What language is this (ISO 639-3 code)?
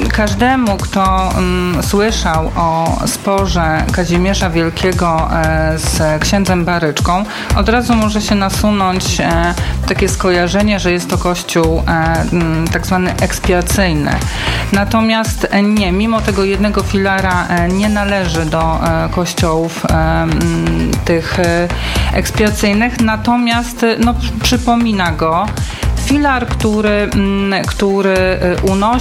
pol